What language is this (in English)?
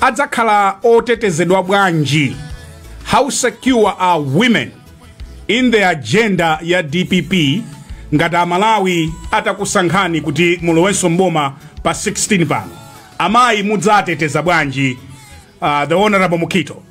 Nyanja